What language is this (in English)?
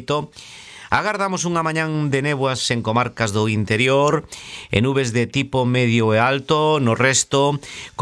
Galician